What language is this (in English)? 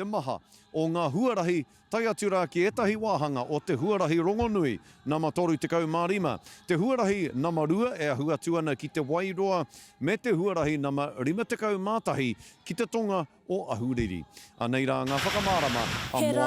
Māori